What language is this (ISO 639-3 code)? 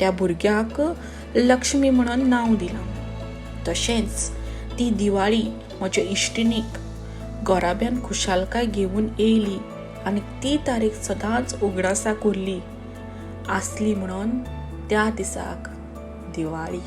kok